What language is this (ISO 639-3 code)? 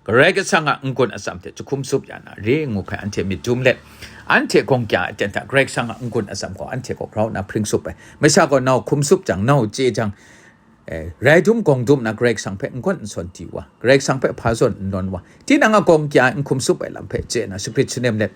kac